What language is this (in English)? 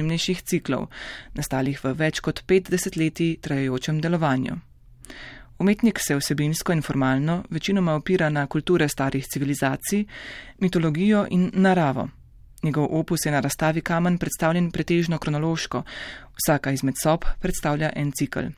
Slovenian